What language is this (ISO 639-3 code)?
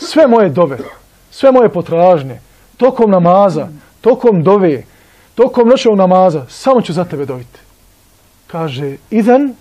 bos